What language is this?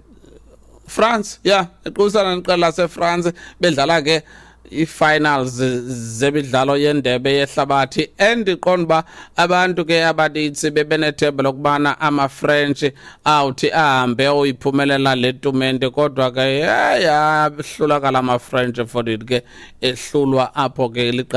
Xhosa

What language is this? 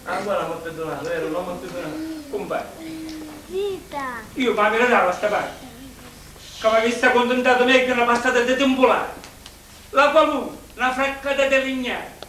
Sicilian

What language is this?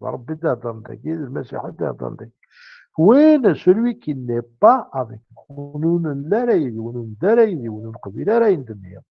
Kabyle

